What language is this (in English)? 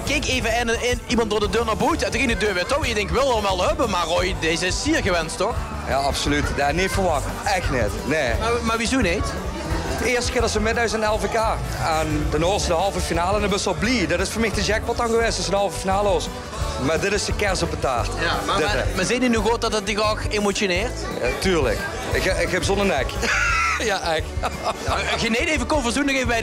Limburgish